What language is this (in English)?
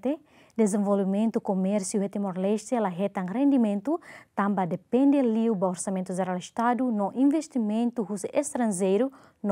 Tetum